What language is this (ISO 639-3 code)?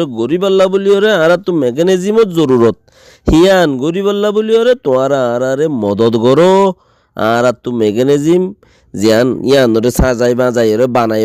rhg